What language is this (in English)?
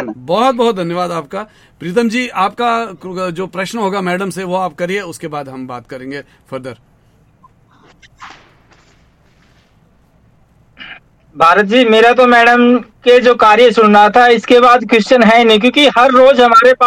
Hindi